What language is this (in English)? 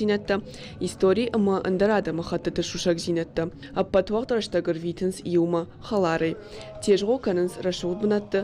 Ossetic